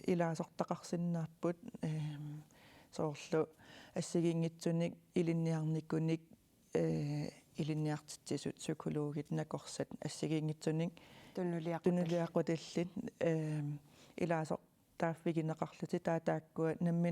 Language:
Kalaallisut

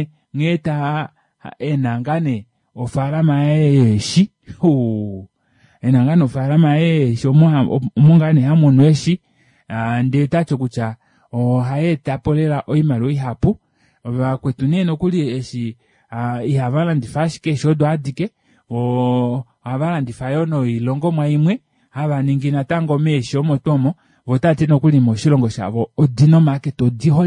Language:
Kuanyama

